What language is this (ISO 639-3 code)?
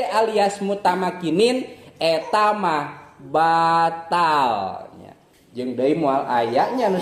sun